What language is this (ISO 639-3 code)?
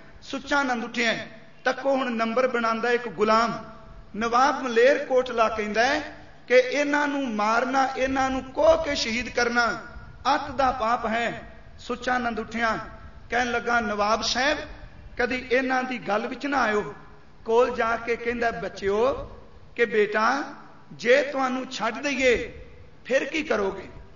pan